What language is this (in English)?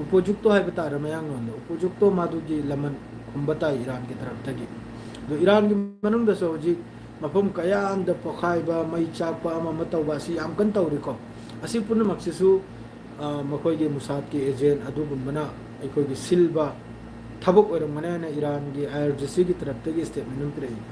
Manipuri